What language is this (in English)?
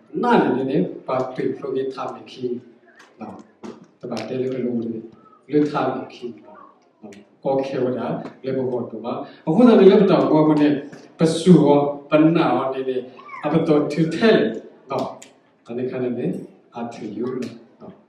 S'gaw Karen